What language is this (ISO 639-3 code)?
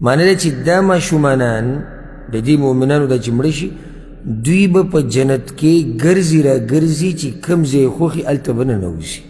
pus